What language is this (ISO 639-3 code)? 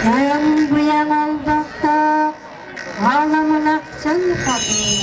sah